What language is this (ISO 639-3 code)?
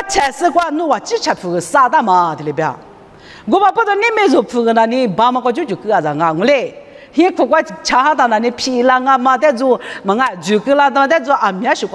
lis